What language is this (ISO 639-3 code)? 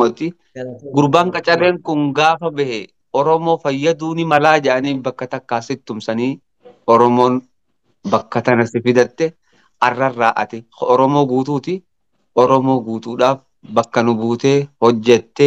orm